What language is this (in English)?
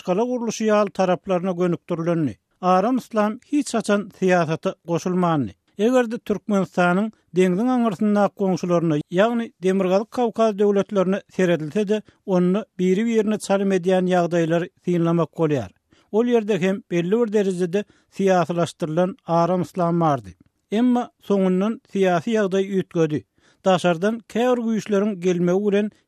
Turkmen